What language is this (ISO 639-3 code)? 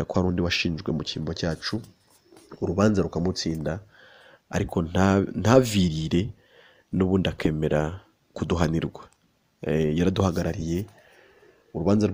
kin